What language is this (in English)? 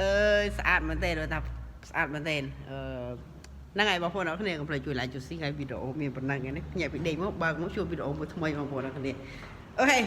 Khmer